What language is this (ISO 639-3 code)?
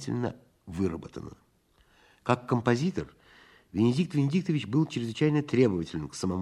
rus